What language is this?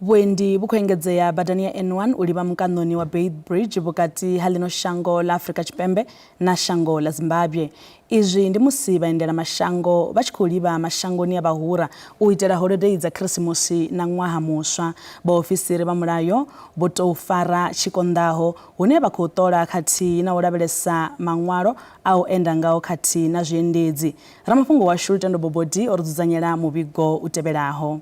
Venda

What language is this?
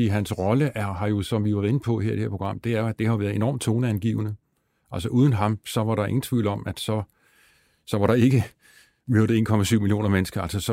Danish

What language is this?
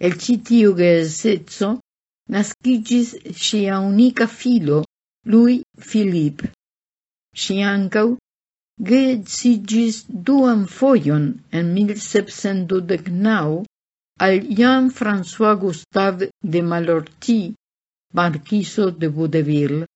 Esperanto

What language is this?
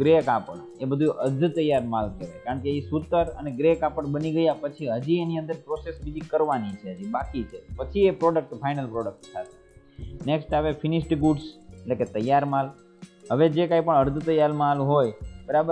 Gujarati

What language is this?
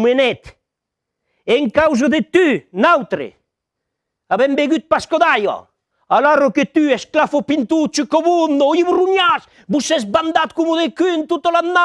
Occitan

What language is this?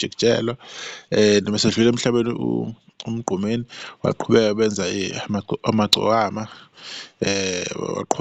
Zulu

